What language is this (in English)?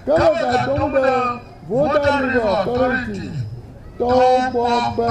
Ewe